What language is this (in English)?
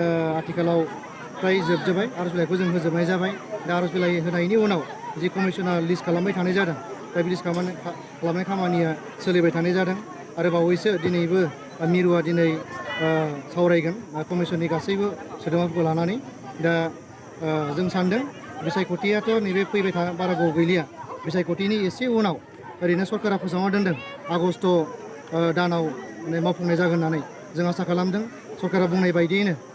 Bodo